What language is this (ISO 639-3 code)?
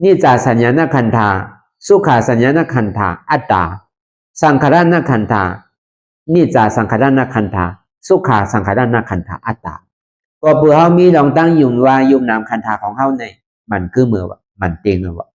shn